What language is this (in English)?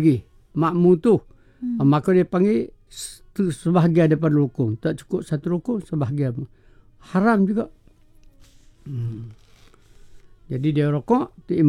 Malay